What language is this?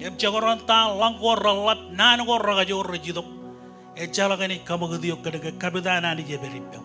Marshallese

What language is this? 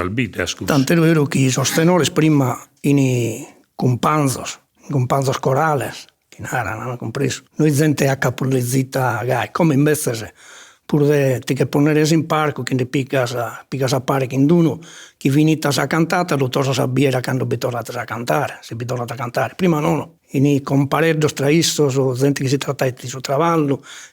Sardinian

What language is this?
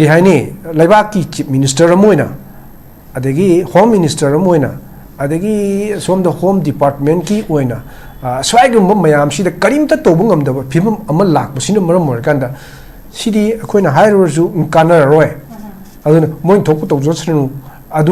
Manipuri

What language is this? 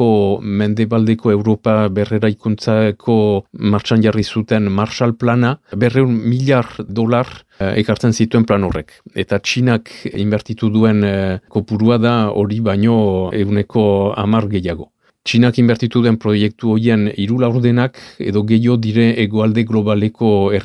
Basque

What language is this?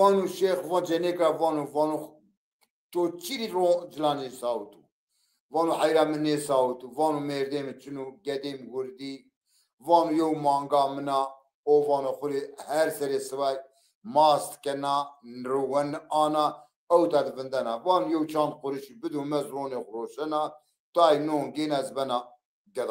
Zaza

